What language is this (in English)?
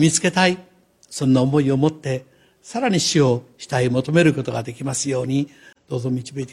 Japanese